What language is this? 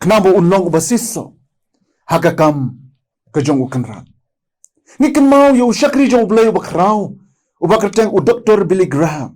Khasi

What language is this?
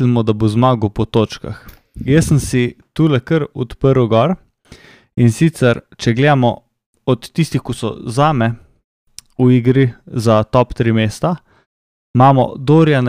Slovenian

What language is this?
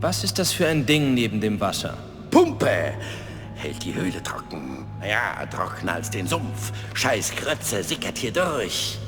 Bavarian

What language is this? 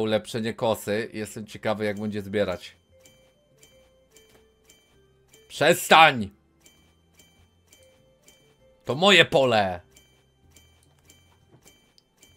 Polish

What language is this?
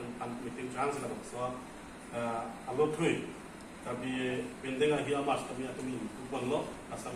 Karbi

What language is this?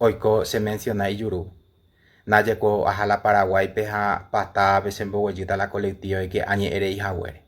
Guarani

